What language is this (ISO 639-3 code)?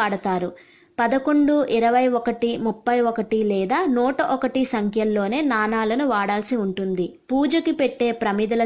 tel